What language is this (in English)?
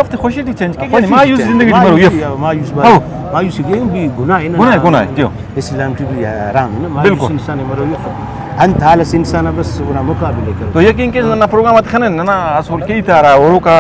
Brahui